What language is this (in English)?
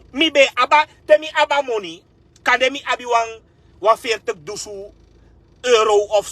Sranan Tongo